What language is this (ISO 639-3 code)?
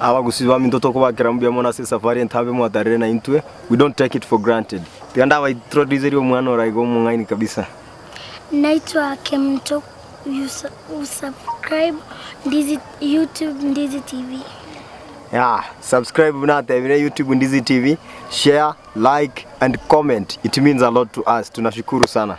guz